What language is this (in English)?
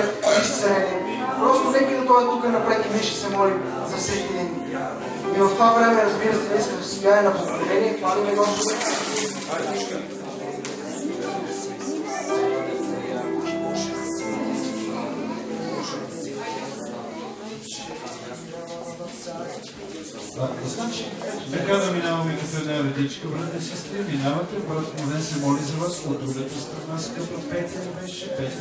Bulgarian